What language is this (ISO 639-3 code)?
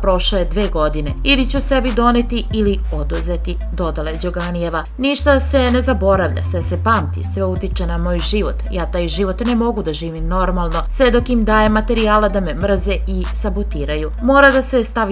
srp